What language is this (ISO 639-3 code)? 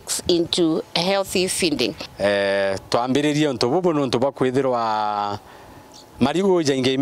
mer